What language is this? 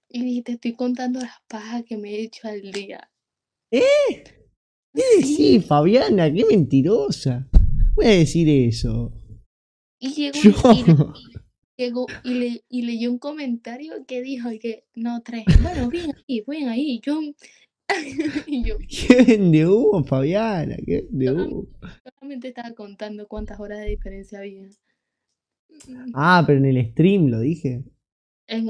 Spanish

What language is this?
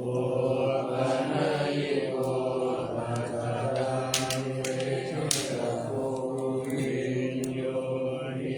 Pali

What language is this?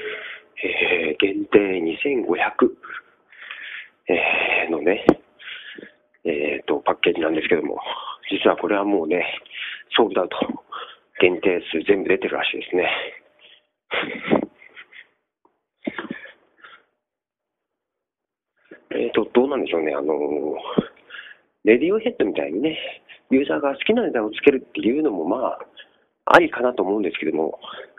Japanese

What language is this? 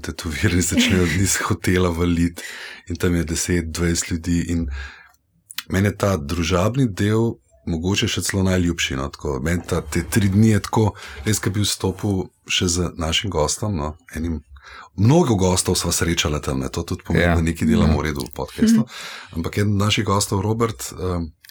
Slovenian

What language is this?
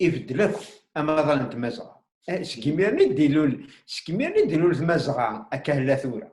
Kabyle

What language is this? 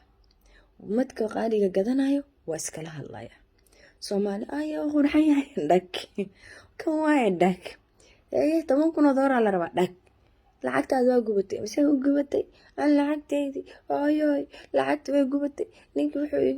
Somali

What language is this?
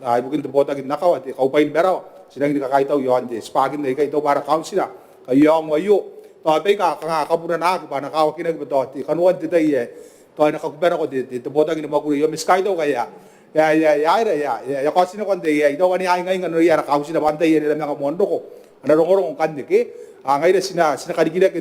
Gilbertese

